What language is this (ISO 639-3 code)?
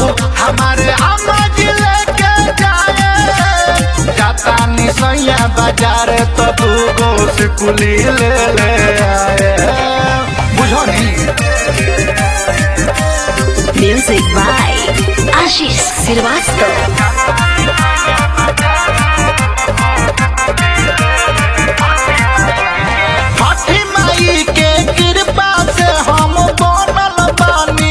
bho